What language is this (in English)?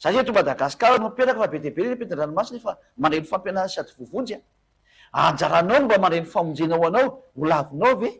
Malagasy